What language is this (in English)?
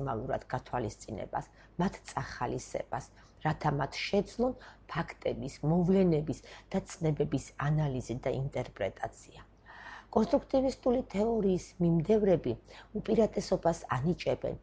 Georgian